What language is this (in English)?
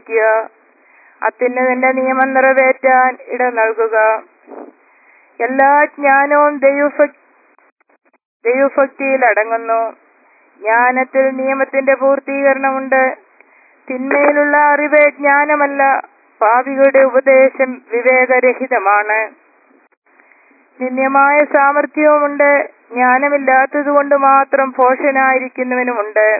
Malayalam